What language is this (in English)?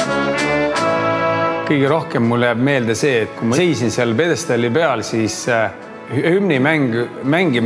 Estonian